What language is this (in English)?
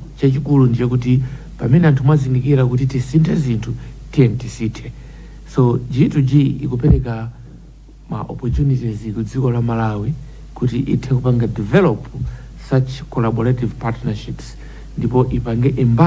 Nyanja